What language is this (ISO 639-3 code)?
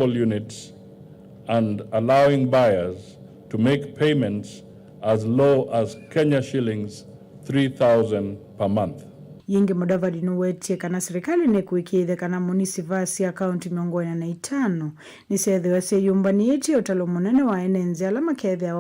kam